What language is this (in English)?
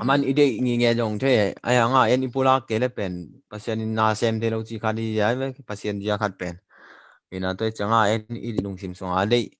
Tedim Chin